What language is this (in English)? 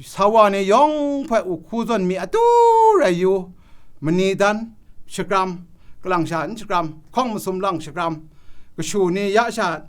Kachin